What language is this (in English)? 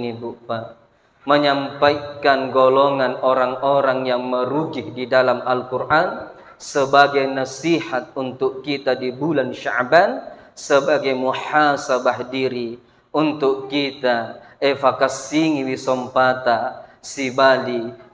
Buginese